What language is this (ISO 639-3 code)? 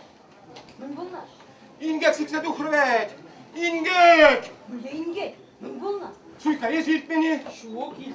chv